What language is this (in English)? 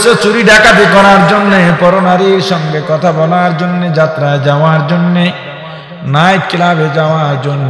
Bangla